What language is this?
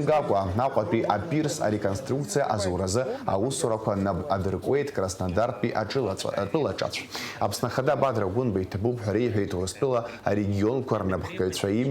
Abkhazian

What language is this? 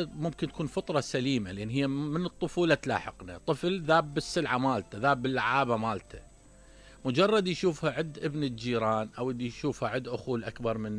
Mesopotamian Arabic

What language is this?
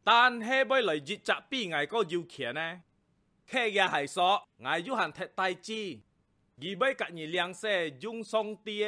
Hakka Chinese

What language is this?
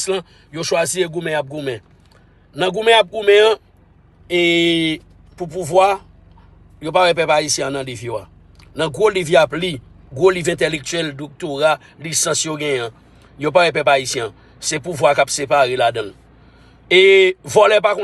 Haitian Creole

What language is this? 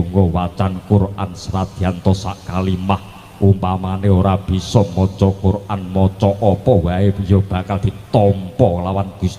Javanese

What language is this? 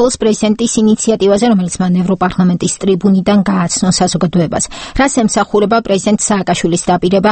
Georgian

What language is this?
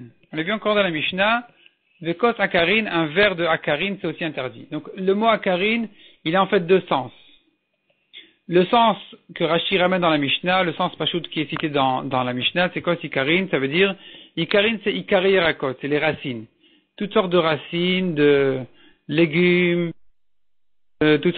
French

